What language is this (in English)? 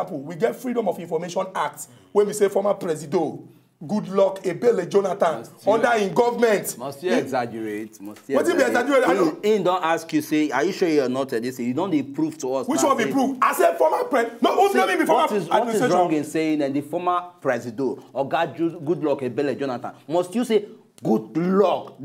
Nigerian Pidgin